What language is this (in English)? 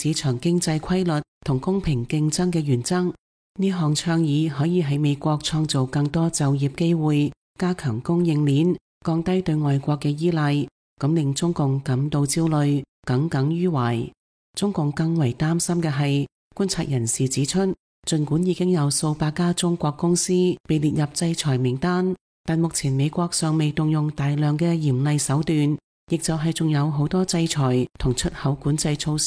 Cantonese